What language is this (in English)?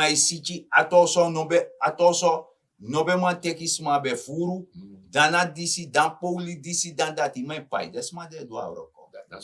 Sranan Tongo